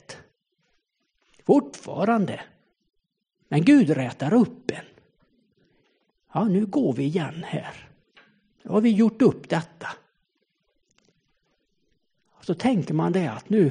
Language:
Swedish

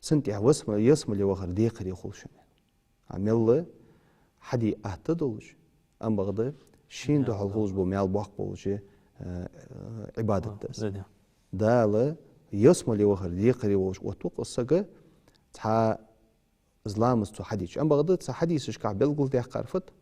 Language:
Ingush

